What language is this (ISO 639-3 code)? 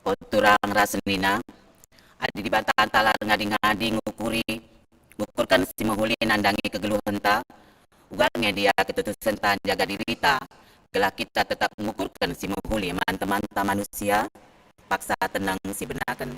btx